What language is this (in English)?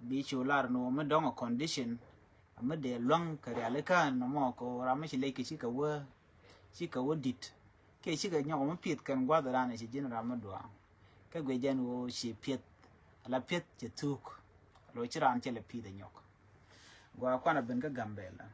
Nuer